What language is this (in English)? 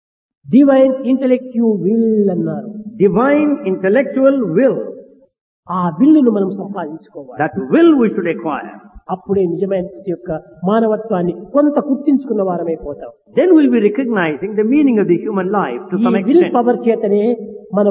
Telugu